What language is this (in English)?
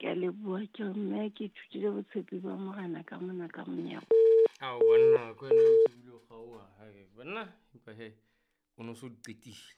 Southern Sotho